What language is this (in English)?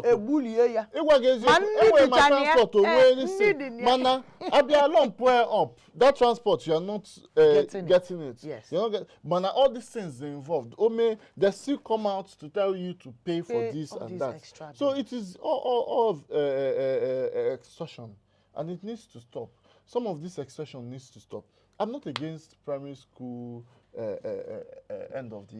Igbo